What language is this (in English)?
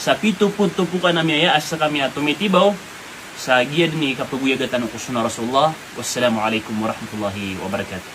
Maranao